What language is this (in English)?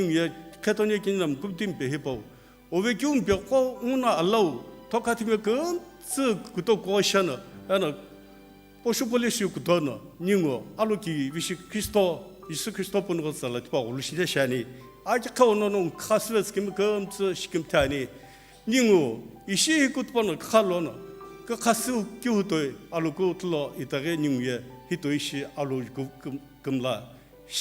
Sumi Naga